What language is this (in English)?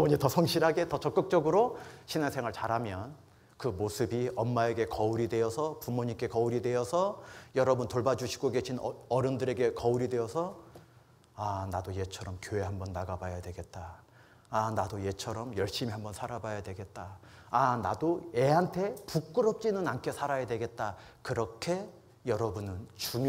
Korean